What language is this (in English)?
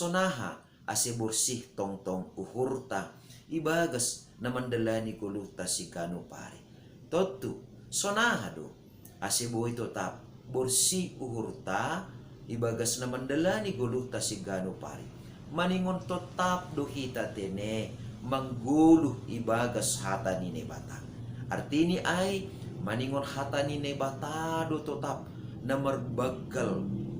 Batak Simalungun